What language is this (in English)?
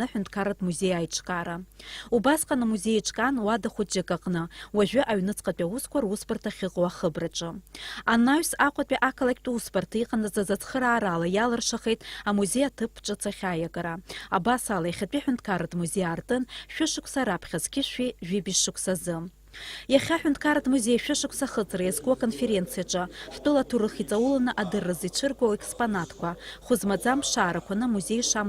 Abkhazian